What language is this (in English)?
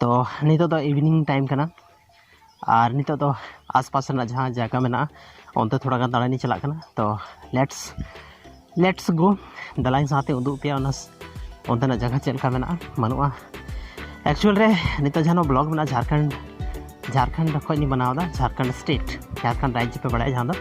Santali